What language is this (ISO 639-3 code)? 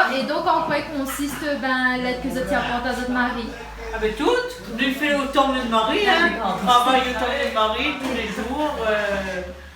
rcf